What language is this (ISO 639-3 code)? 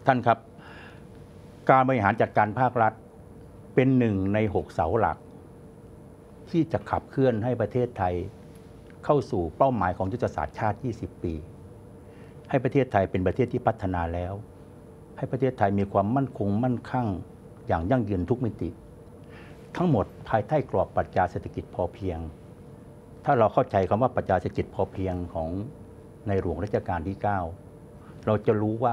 tha